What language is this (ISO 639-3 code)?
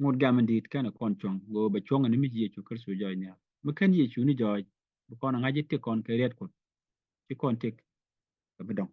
nus